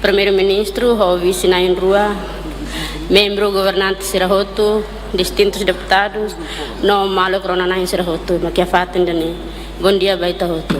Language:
Tetum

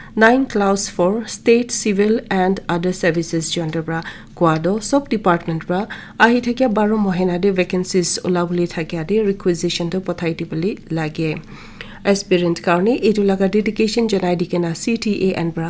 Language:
Naga Pidgin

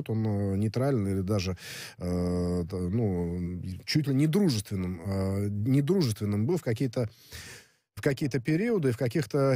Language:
Russian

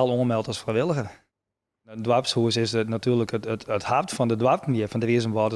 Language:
Western Frisian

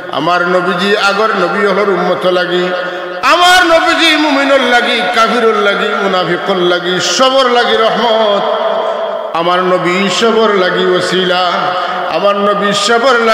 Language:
Sylheti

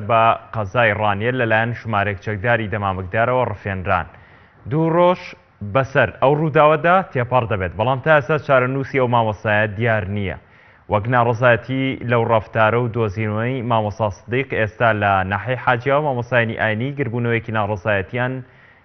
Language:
Central Kurdish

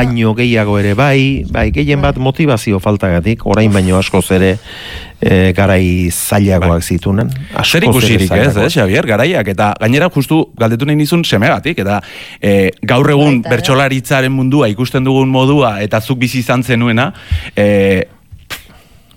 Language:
Basque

